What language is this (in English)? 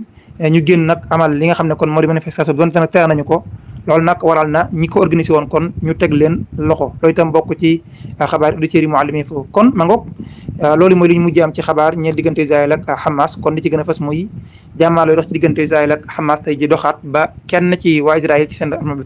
Wolof